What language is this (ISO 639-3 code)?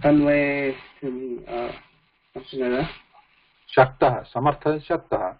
san